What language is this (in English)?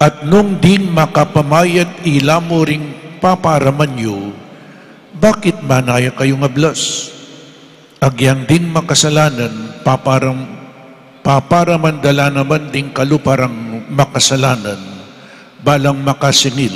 Pampanga